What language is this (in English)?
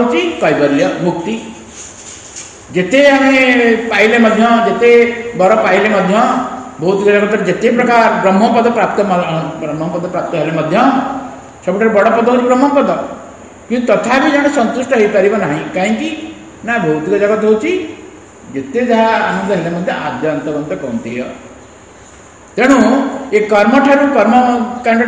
Odia